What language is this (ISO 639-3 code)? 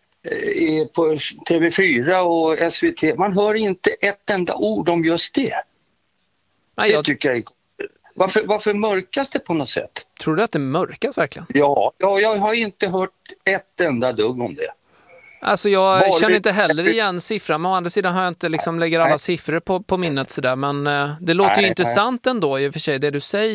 swe